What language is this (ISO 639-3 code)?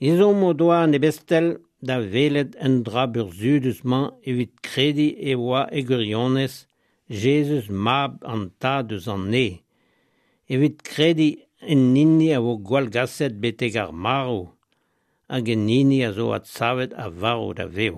bre